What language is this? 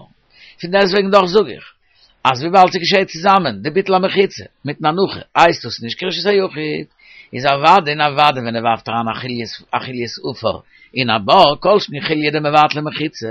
Yiddish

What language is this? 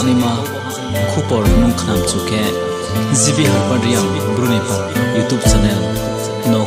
Riang (India)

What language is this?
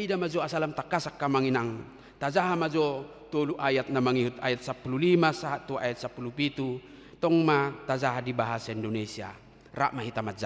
Batak Toba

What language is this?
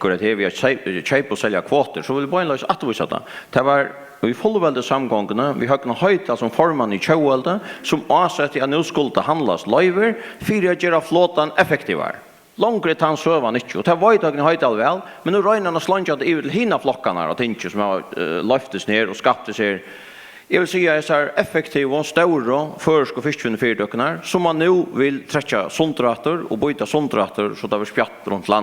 Faroese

